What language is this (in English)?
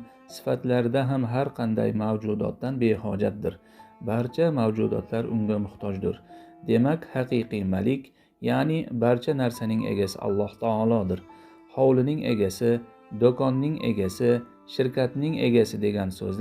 Uzbek